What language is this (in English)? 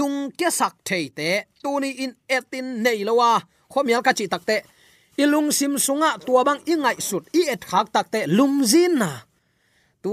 Tedim Chin